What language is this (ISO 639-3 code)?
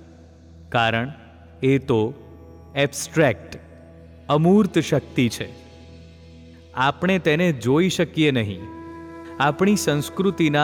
guj